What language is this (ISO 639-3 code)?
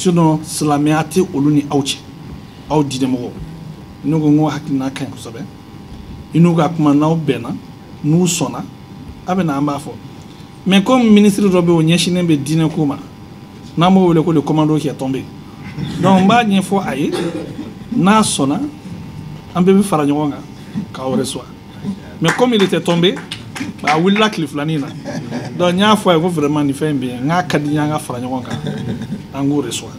bam